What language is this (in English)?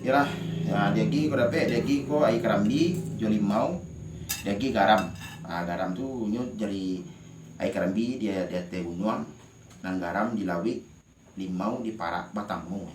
Minangkabau